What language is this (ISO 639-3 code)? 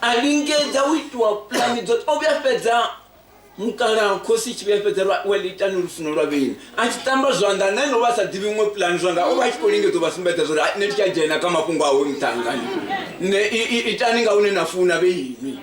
ven